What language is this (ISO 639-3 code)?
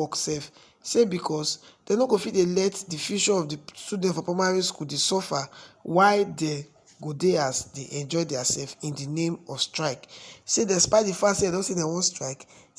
pcm